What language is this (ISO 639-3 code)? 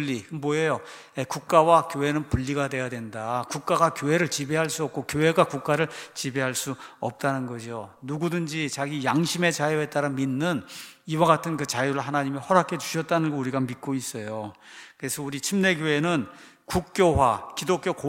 kor